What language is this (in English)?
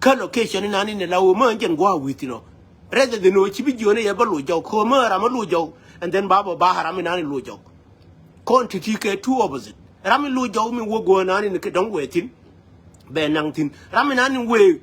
Nuer